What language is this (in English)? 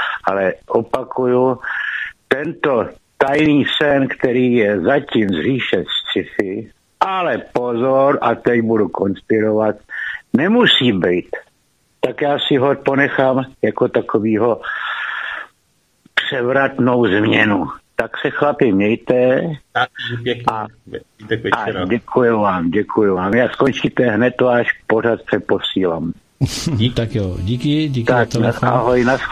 Czech